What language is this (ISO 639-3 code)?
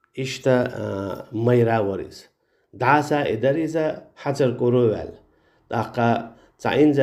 che